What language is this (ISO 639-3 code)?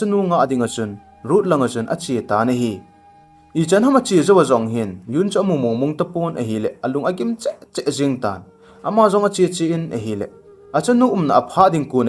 tcz